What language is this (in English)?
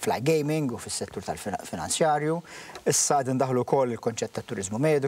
Maltese